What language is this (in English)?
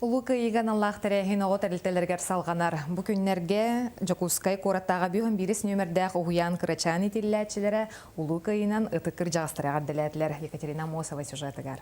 Yakut